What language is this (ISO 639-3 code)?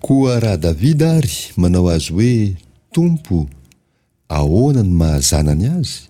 mlg